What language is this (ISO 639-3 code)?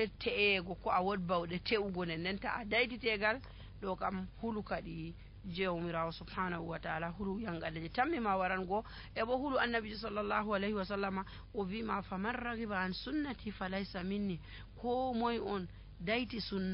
fuv